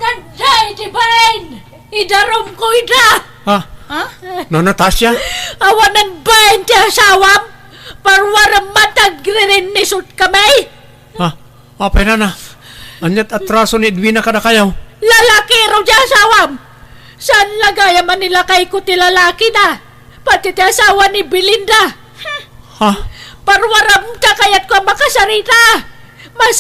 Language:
Iloko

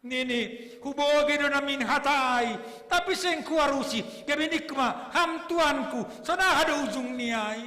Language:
Batak Simalungun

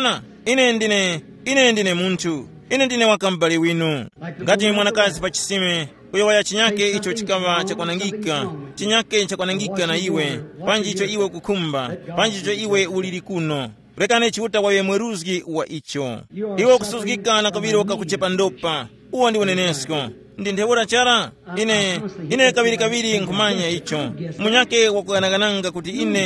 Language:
Tumbuka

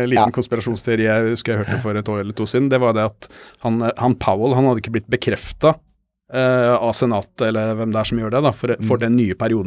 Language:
Norwegian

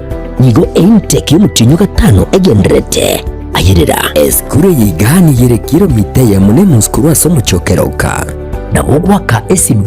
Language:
Gusii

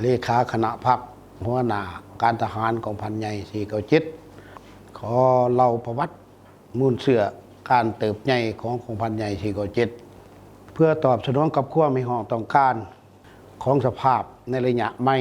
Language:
Lao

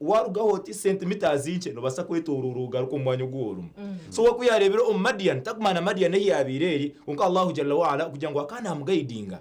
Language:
Nyankole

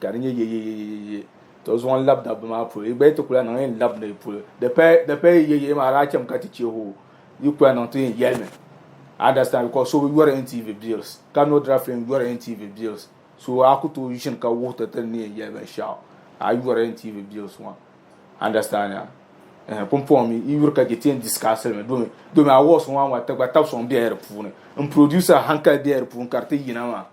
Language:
Dagbani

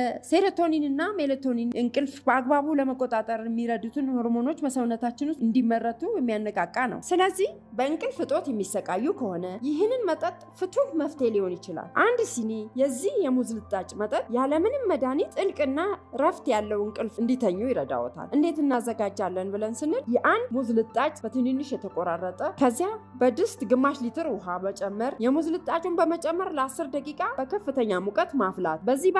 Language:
Amharic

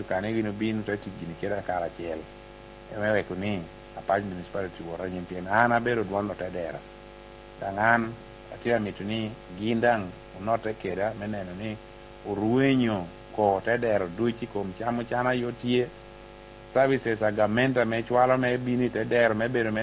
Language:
Lango (Uganda)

